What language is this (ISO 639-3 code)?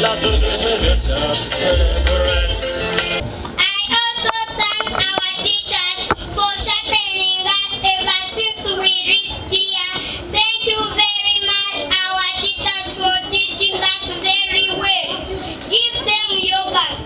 nyn